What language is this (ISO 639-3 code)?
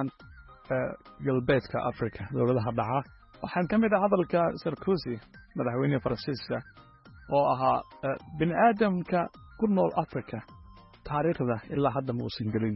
som